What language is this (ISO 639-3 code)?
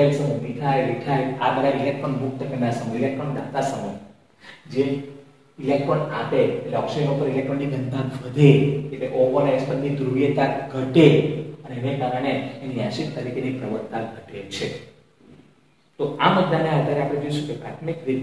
guj